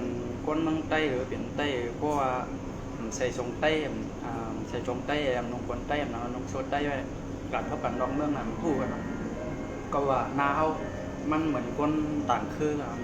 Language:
Shan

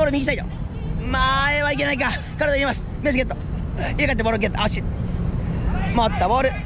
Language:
Japanese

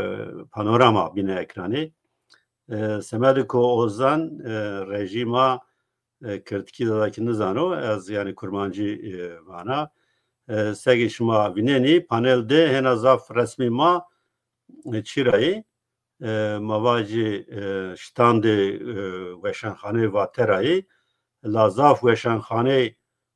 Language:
Zaza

